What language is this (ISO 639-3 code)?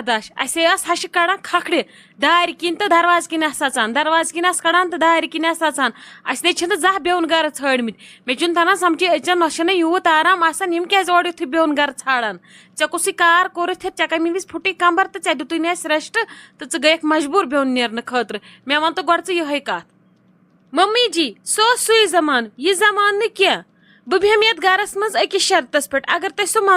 kas